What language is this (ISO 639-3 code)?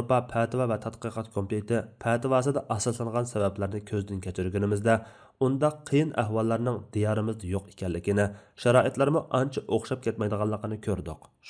uig